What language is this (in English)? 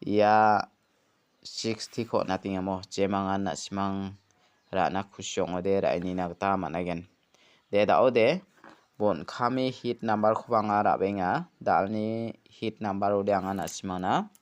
Garo